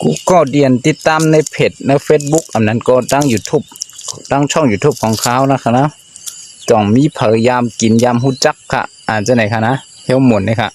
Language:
Shan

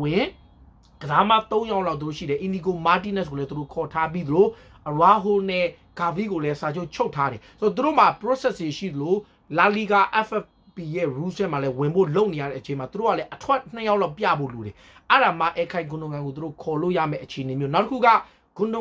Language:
Burmese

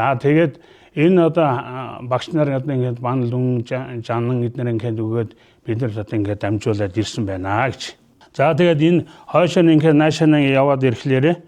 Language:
Mongolian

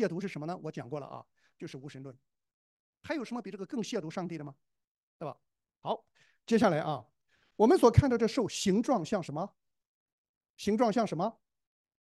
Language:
Chinese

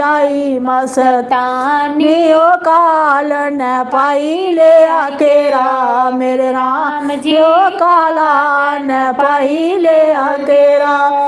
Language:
Dogri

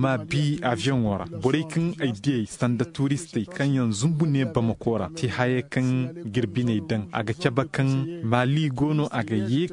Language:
Zarma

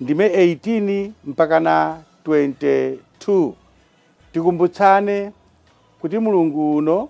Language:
Nyanja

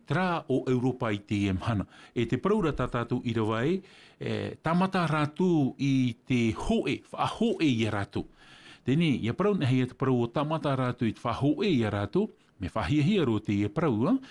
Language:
Tahitian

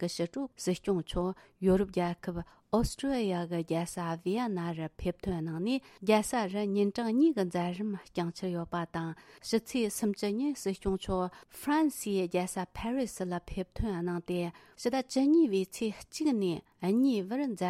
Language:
Tibetan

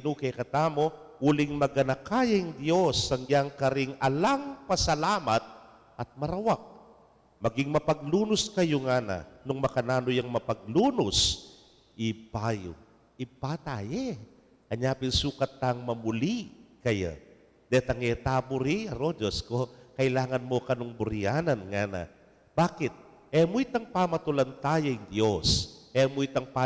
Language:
Pampanga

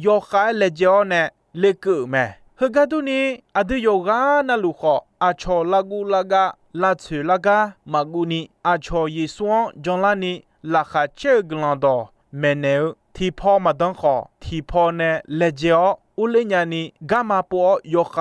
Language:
Akha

